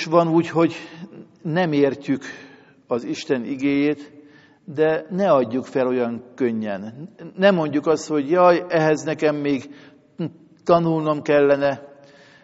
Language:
Hungarian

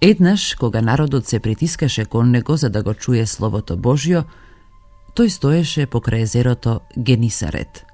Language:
Macedonian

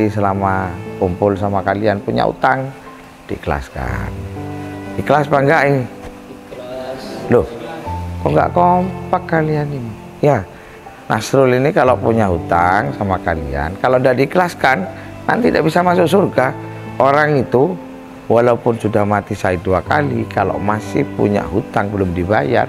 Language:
Indonesian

